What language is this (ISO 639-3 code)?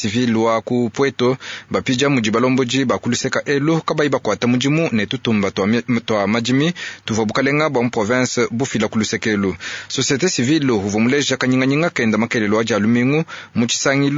lua